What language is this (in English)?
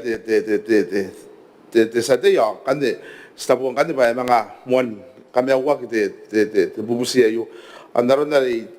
Gilbertese